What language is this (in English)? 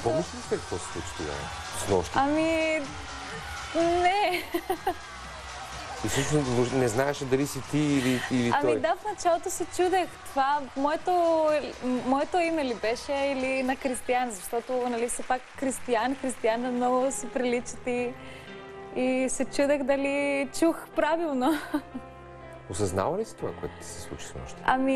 Bulgarian